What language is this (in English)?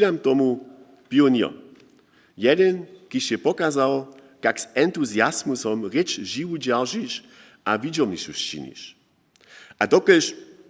Upper Sorbian